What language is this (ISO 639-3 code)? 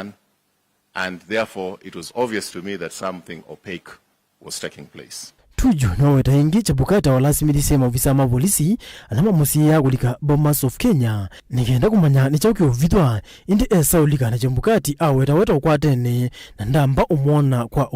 kam